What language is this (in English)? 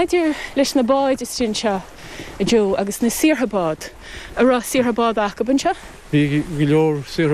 Irish